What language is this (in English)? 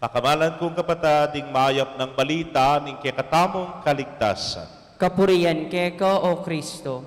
Pampanga